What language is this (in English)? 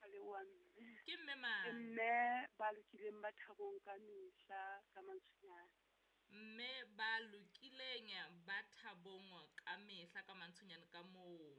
Southern Sotho